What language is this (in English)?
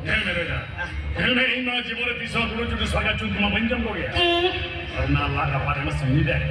Santali